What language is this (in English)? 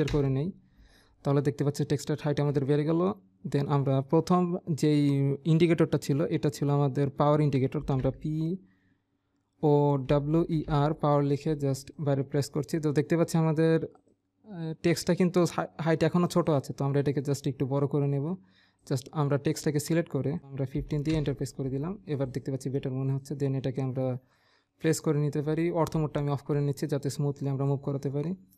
Bangla